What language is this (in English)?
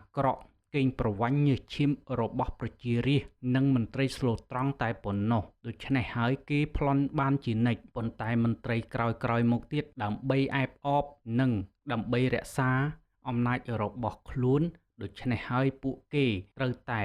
Khmer